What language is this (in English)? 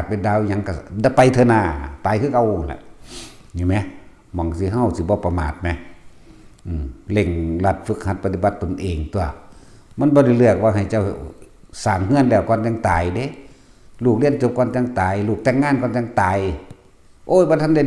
Lao